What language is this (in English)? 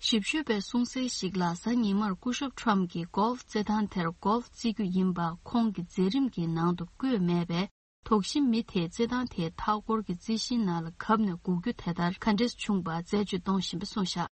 Tibetan